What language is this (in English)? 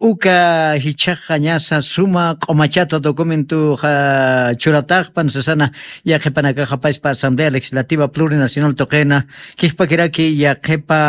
Aymara